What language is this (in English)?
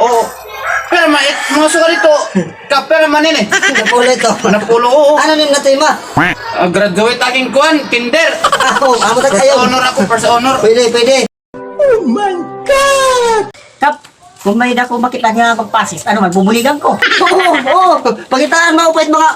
Waray